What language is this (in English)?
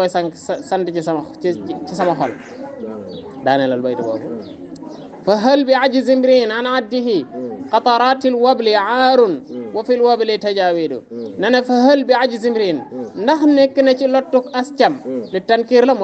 Wolof